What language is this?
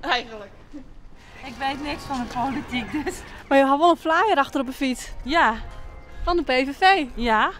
Western Frisian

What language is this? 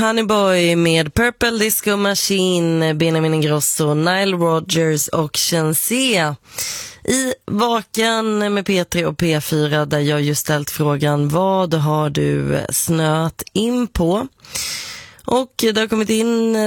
Swedish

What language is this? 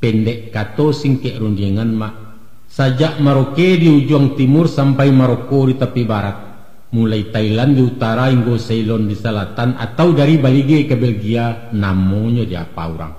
Minangkabau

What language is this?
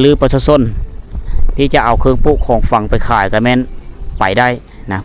Lao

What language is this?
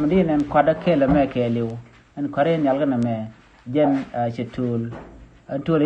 Nuer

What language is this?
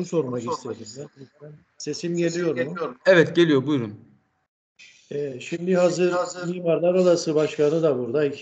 Turkish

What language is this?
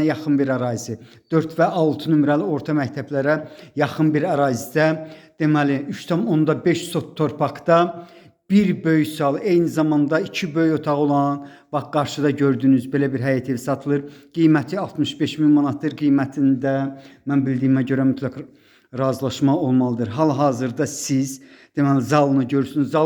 Azerbaijani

